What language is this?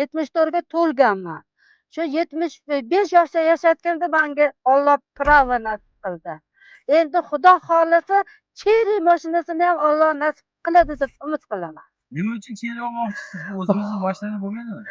Uzbek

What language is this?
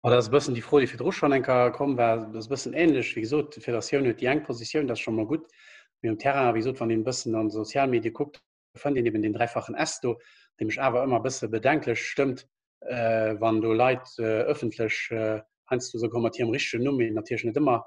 Luxembourgish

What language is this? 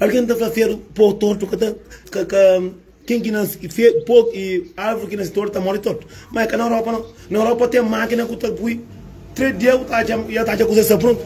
Kabuverdianu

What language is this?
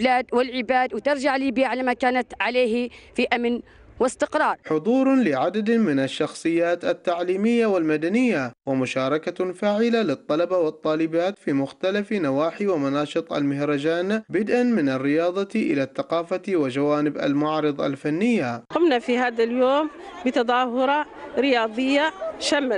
Arabic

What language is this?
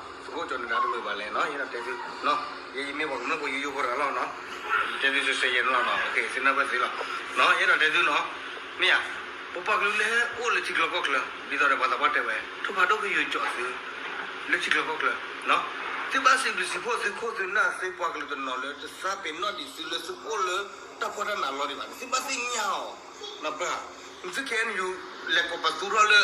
S'gaw Karen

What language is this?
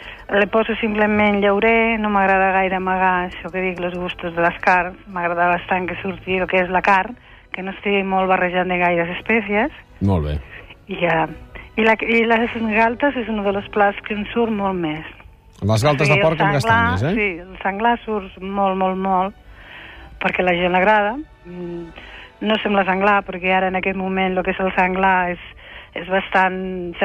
Catalan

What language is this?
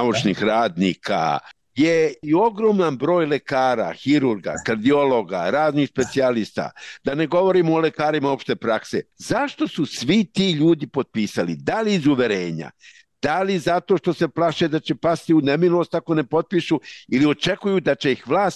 Serbian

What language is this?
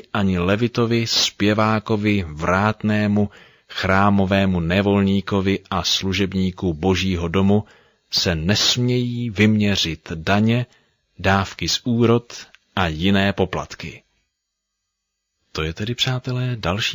Czech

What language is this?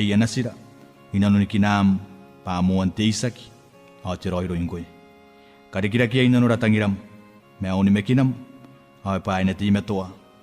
Gilbertese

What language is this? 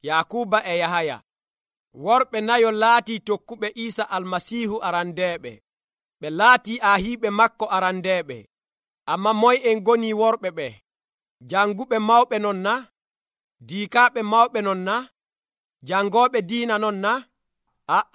Nigerian Fulfulde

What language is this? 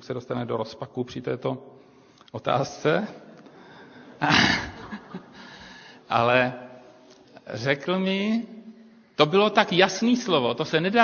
Czech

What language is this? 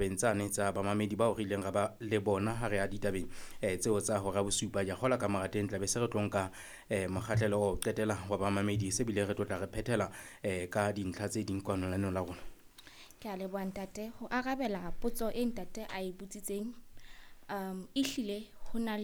Southern Sotho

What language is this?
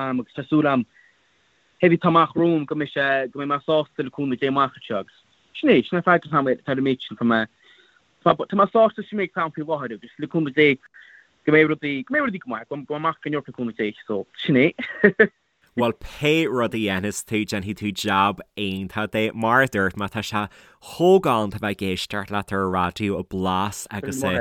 Irish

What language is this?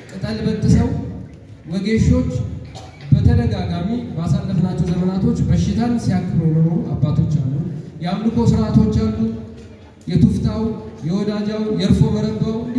Amharic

